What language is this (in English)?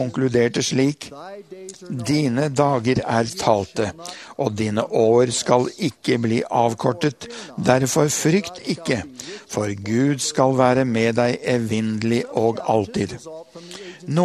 Norwegian